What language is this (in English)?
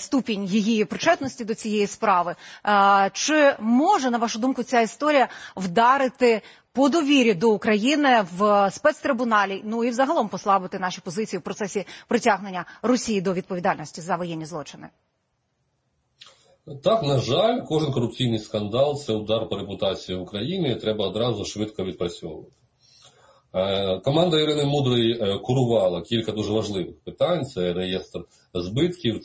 Ukrainian